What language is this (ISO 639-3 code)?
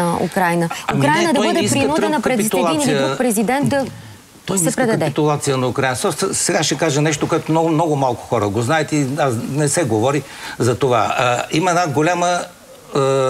bul